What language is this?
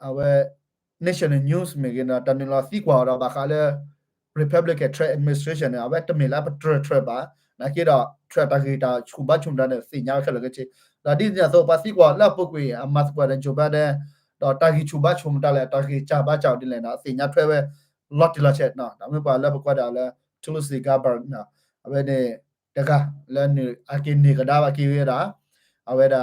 S'gaw Karen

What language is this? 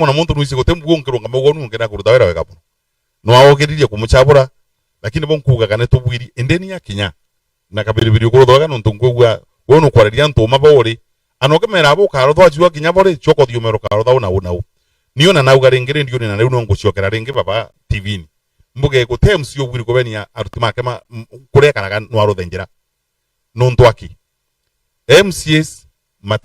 Meru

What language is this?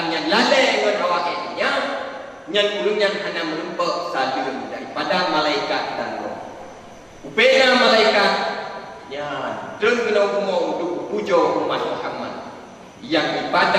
Achinese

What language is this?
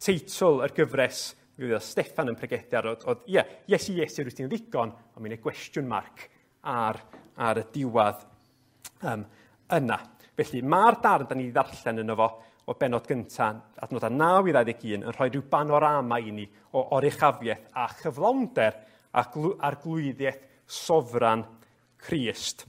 Welsh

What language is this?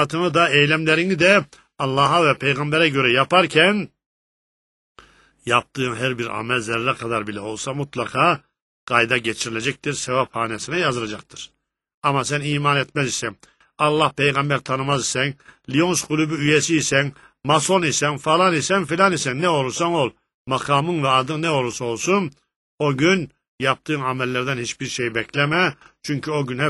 Turkish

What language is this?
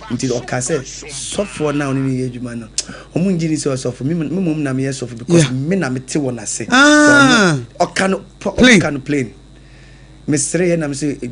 Akan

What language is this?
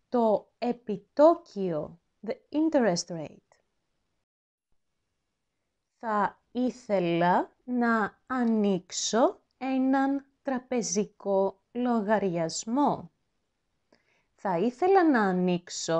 Greek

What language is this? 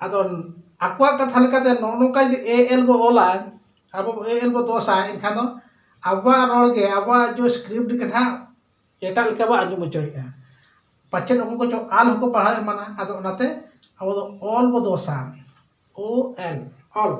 Santali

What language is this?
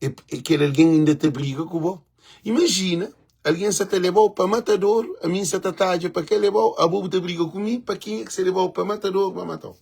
Kabuverdianu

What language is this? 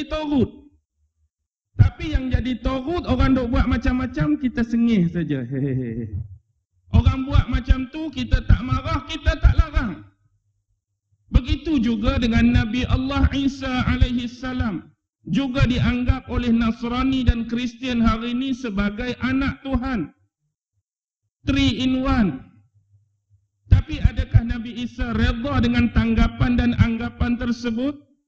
Malay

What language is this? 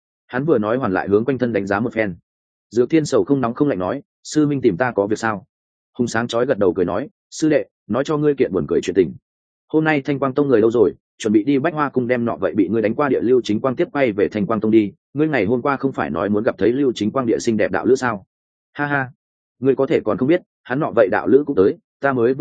Vietnamese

